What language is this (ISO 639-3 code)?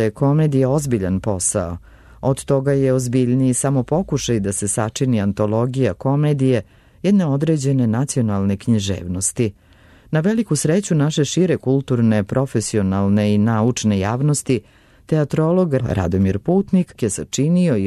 srp